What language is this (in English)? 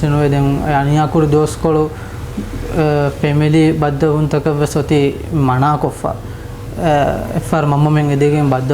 Divehi